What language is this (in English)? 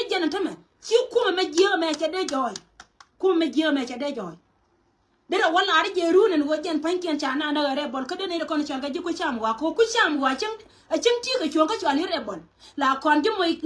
Nuer